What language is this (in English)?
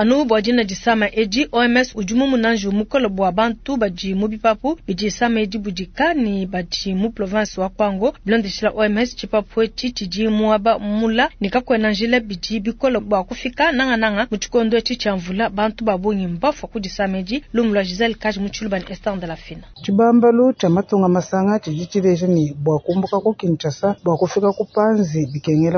Luba-Lulua